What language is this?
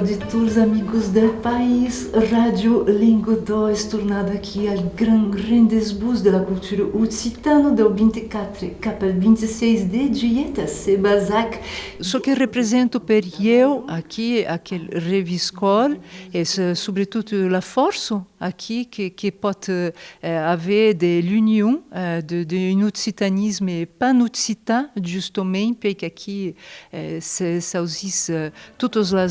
Occitan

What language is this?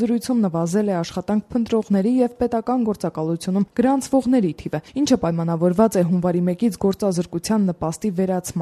Armenian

